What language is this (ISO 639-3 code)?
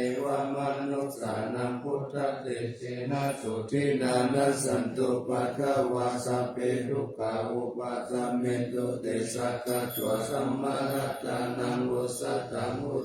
pli